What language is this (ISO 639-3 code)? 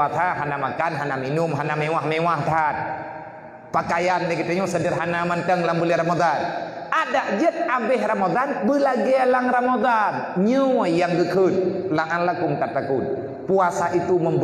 ace